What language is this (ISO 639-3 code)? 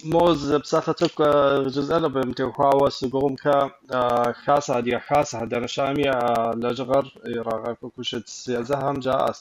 kbd